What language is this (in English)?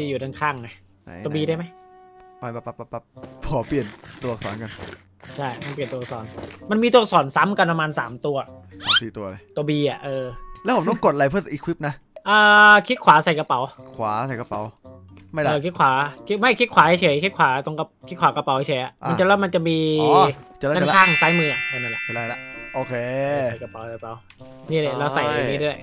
Thai